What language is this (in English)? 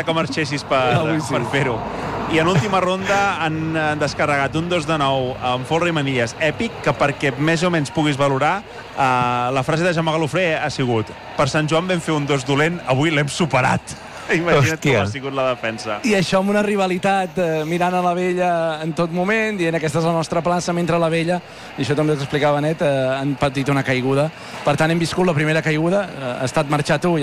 Catalan